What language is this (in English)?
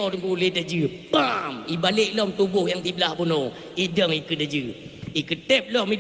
Achinese